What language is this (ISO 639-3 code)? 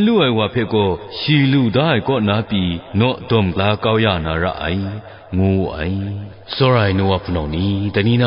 kac